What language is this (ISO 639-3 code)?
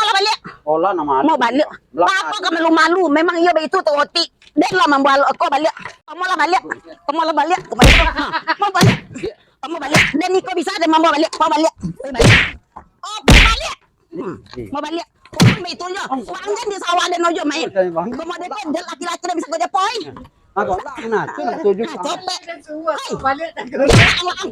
min